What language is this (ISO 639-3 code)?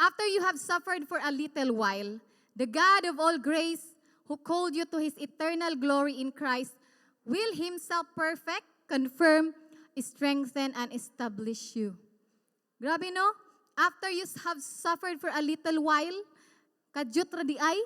ceb